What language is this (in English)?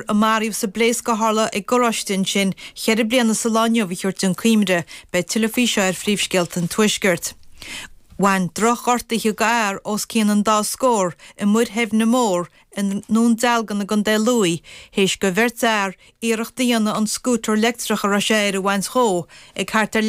Irish